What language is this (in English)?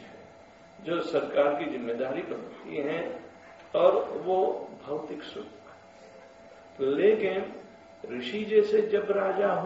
Hindi